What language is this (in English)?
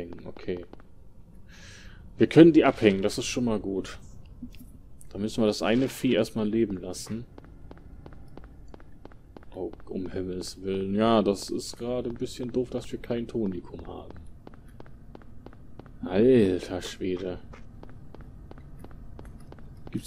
German